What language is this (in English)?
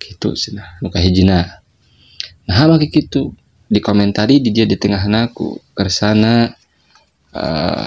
Sundanese